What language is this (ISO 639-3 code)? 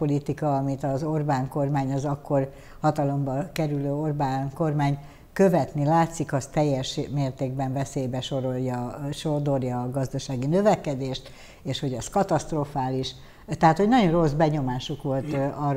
hun